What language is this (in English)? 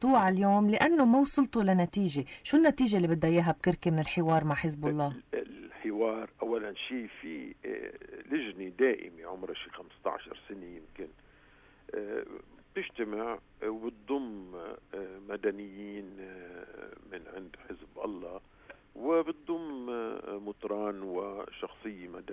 North Levantine Arabic